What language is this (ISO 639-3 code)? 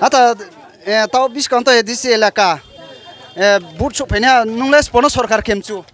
ria